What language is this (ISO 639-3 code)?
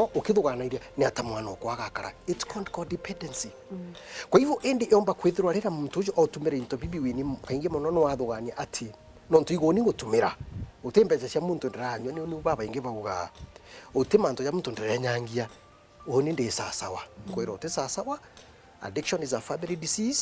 mer